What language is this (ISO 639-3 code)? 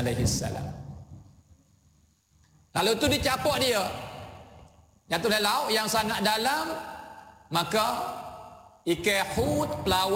msa